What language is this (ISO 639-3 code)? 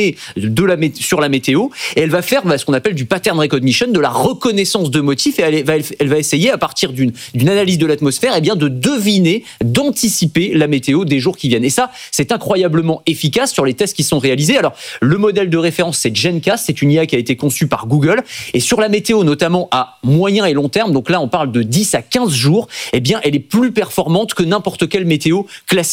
fra